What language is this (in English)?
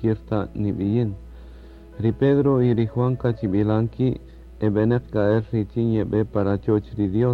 Kaqchikel